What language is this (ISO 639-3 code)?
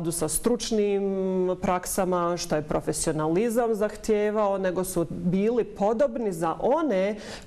bos